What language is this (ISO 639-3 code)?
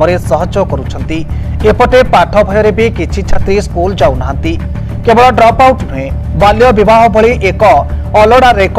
ori